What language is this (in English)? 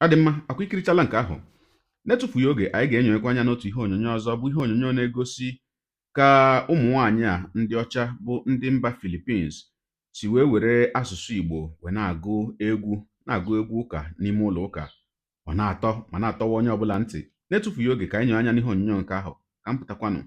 Igbo